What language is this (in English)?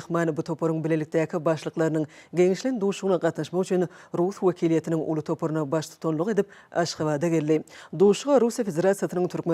Turkmen